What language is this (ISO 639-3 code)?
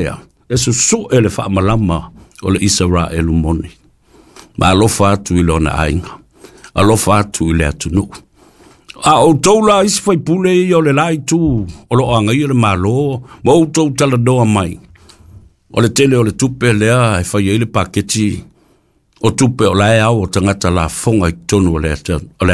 smo